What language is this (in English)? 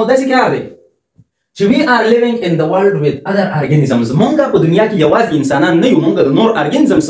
Pashto